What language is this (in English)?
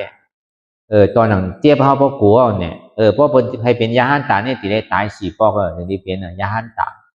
Shan